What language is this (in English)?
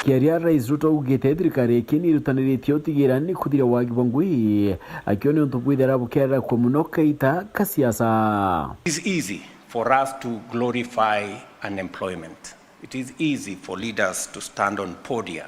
Meru